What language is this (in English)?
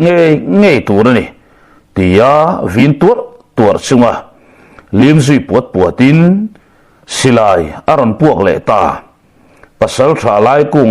Mizo